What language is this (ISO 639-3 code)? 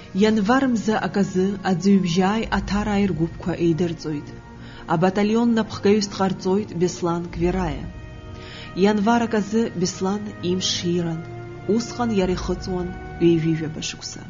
abk